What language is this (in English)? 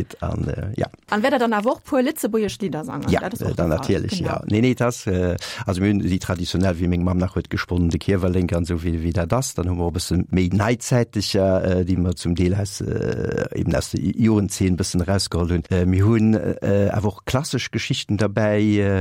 Luxembourgish